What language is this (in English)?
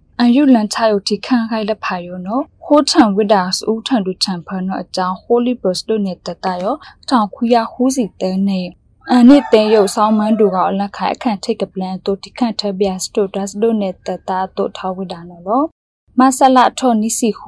Burmese